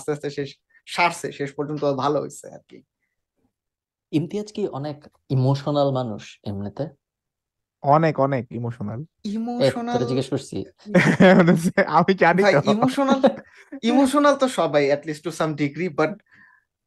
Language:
Bangla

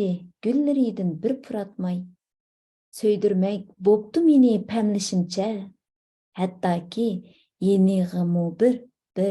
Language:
Uyghur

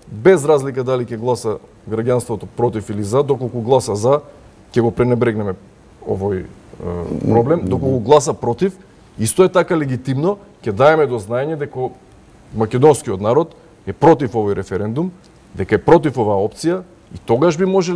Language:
Macedonian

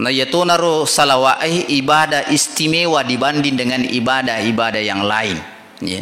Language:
Buginese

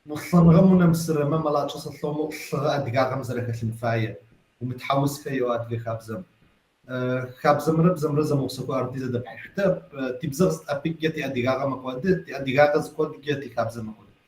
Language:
Kabardian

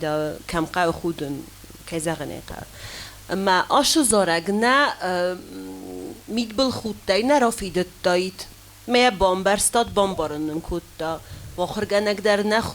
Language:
Ossetic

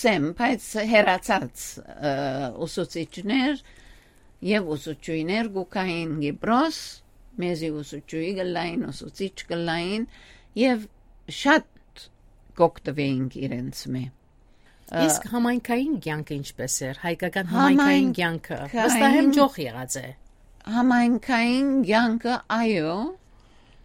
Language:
Western Armenian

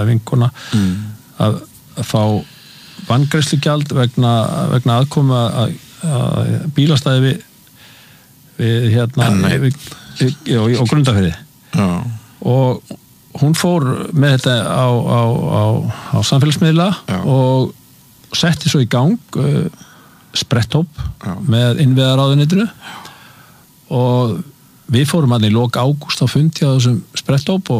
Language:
Icelandic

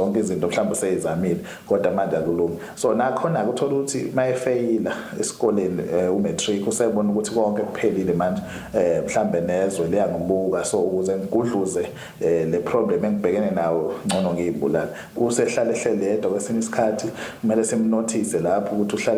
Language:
Zulu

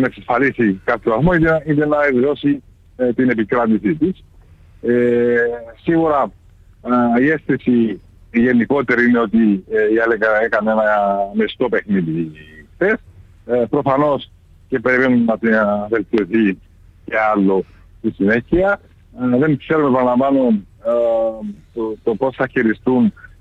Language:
Greek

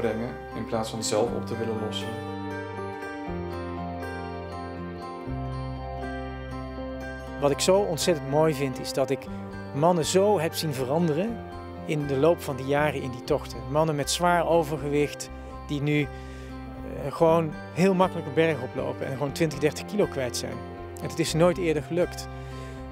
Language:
Dutch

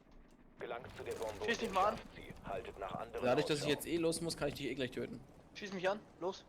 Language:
Swiss German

